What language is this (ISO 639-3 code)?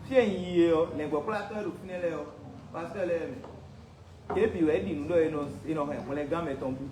fon